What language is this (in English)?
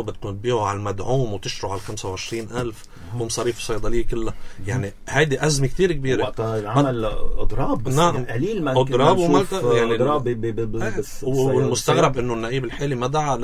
North Levantine Arabic